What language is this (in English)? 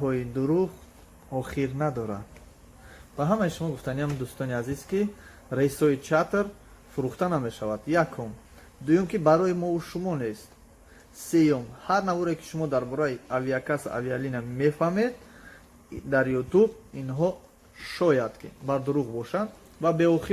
Tajik